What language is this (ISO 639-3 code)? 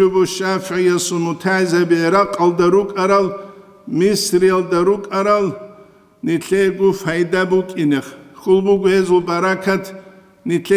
ava